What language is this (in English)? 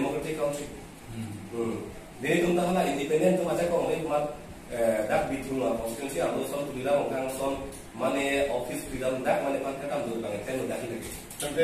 Karbi